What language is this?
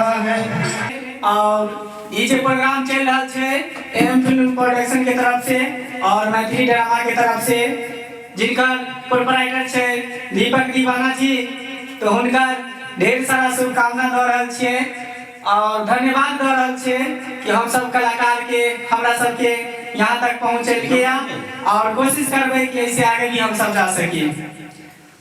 Maithili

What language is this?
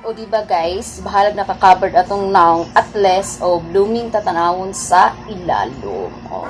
Cebuano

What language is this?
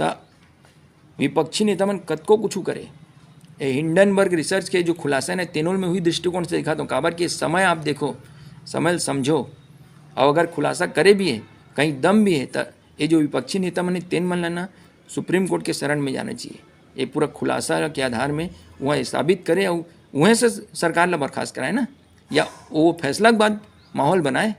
Chhattisgarhi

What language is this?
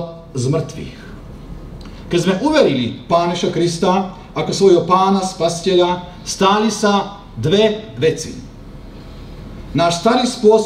Slovak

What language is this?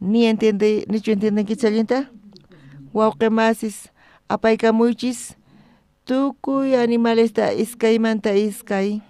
South Bolivian Quechua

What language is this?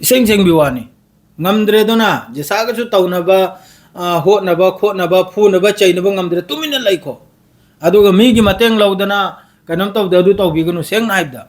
Manipuri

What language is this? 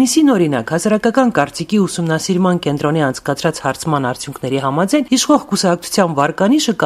Armenian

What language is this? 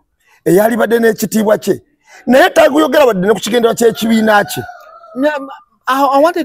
Ganda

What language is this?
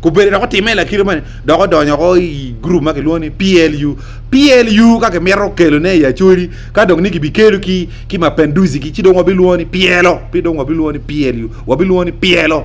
Acoli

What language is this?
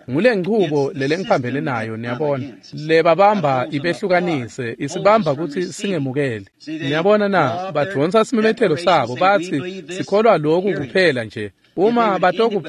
Swati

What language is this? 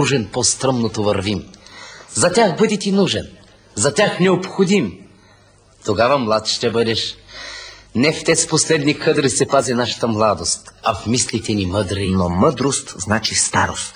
Bulgarian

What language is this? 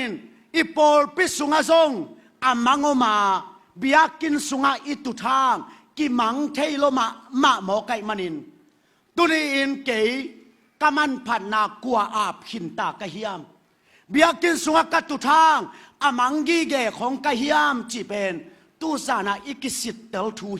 Tedim Chin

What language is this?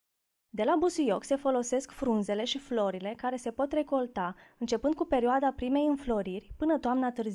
Romanian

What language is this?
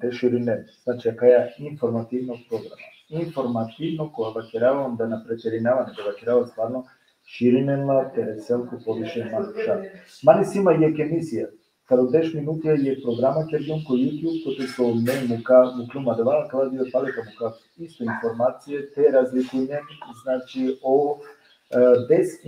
Balkan Romani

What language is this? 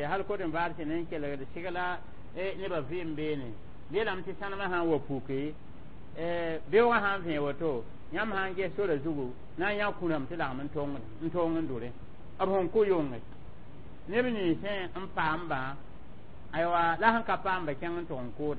Mossi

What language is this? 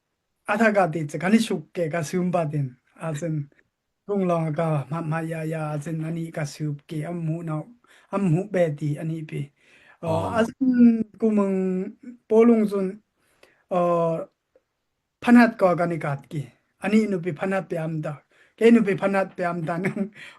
Daai Chin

